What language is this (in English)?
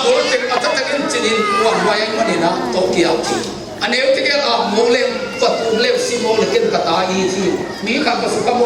Tedim Chin